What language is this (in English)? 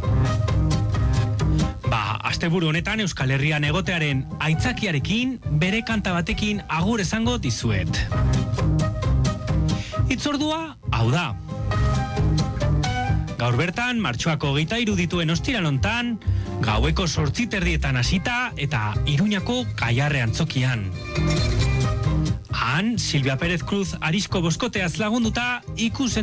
Basque